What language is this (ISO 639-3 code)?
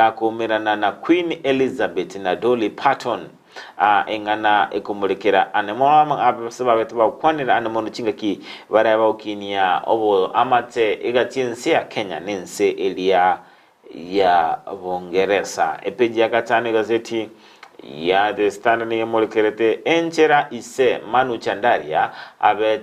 guz